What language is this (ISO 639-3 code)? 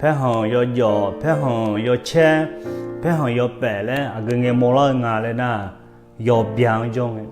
ahk